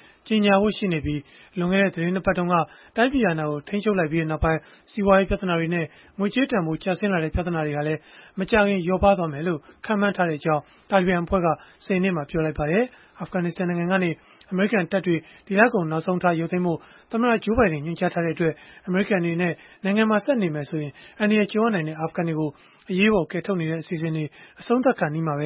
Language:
Burmese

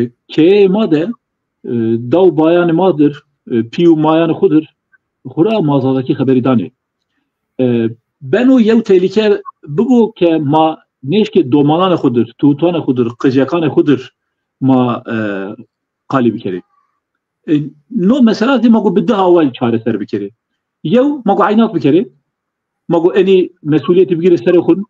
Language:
Zaza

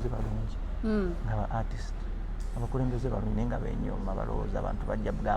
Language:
Ganda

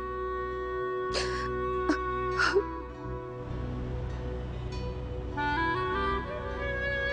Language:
Slovak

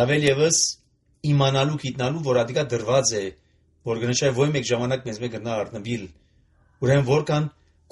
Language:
Armenian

